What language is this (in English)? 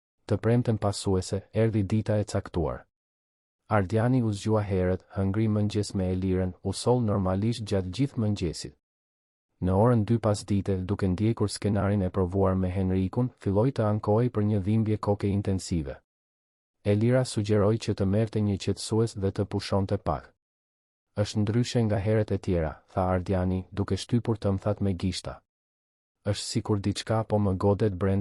Albanian